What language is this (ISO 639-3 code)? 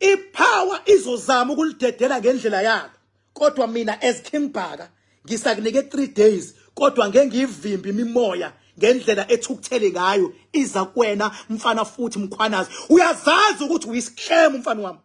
zul